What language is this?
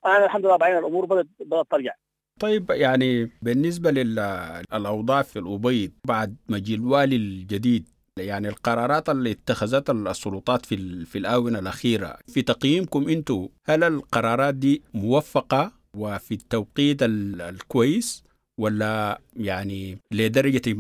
Sudanese Arabic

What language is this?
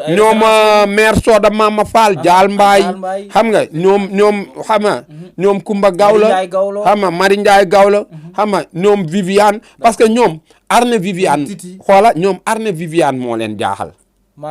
Wolof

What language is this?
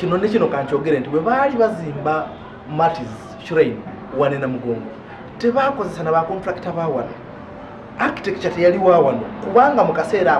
Ganda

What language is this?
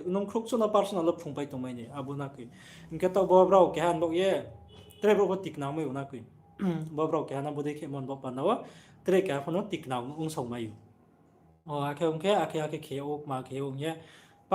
Riang (India)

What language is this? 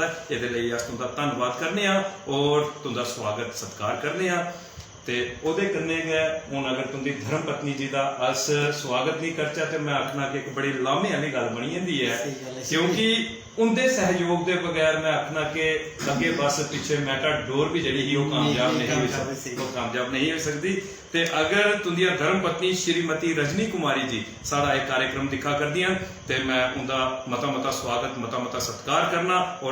Dogri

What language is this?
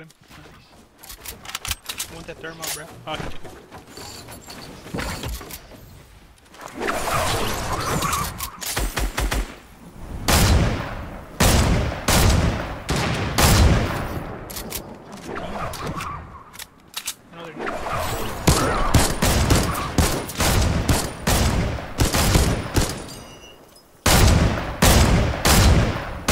English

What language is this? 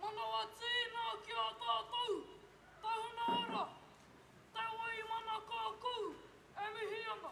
Māori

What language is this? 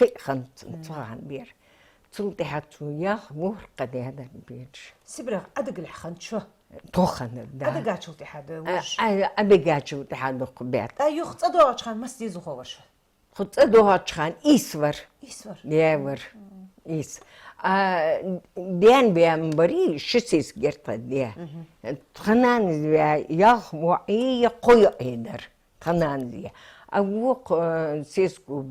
Ingush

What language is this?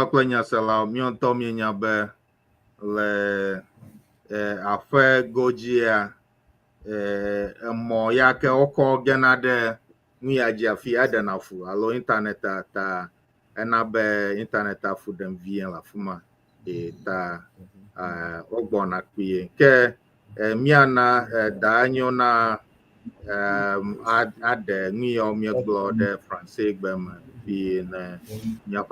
Ewe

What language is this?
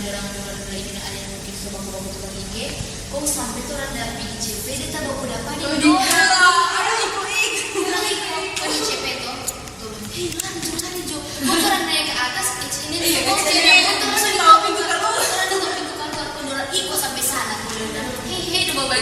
Manado Malay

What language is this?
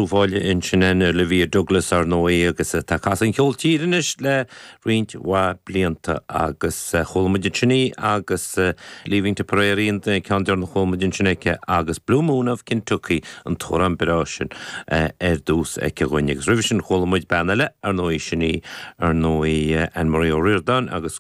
Irish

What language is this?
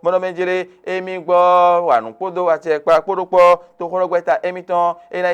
Fon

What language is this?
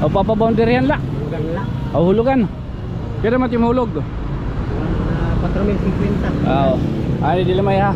Waray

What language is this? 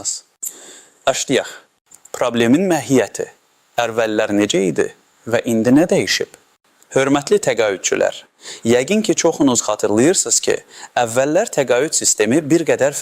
Azerbaijani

